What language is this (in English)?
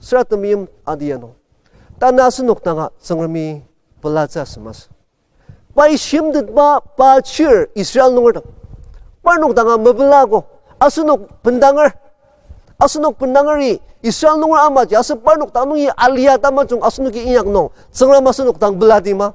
Ao Naga